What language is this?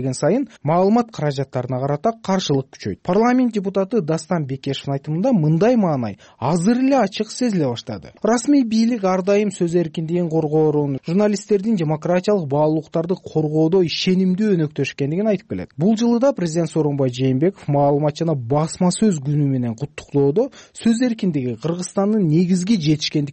Kyrgyz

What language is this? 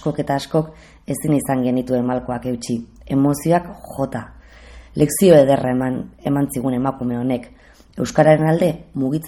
Basque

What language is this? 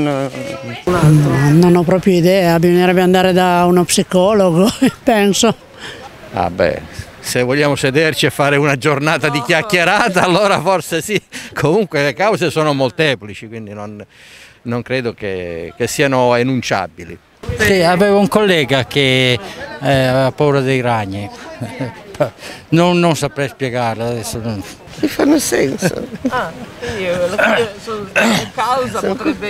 Italian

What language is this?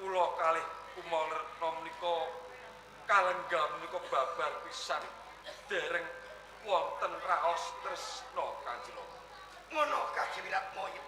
Javanese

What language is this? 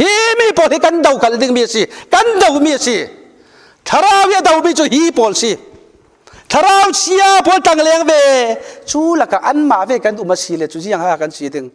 Falam Chin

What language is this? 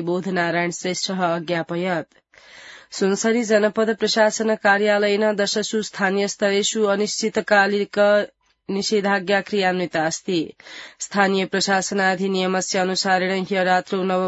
Sanskrit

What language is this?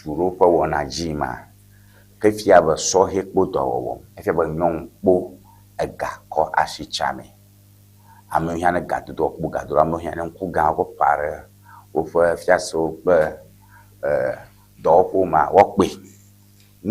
Ewe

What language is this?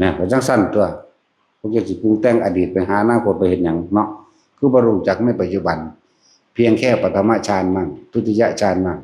Northeastern Thai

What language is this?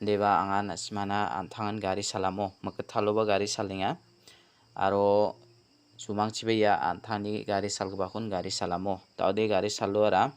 Garo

